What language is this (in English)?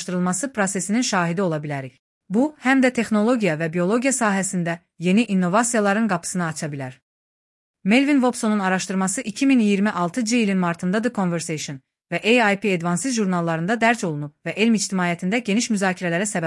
Azerbaijani